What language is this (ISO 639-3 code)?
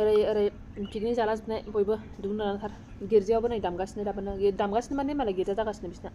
brx